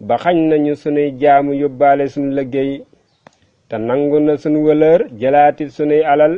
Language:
Wolof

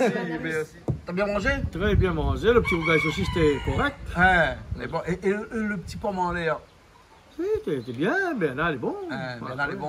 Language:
Réunion Creole French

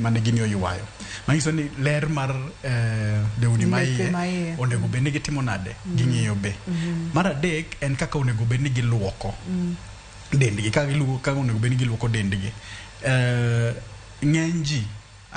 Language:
Luo (Kenya and Tanzania)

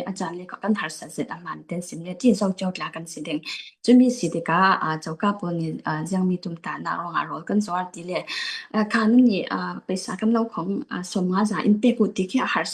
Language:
Falam Chin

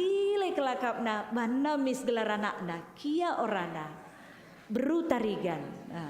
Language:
Batak Karo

